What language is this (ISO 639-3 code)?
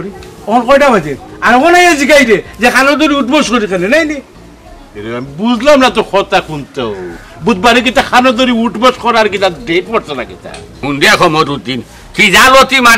syl